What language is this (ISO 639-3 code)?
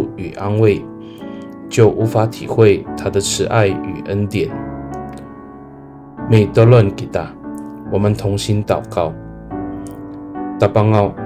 ami